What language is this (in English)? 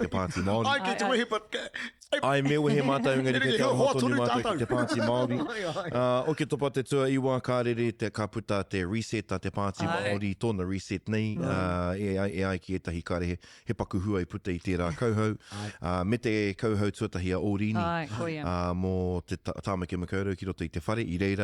Māori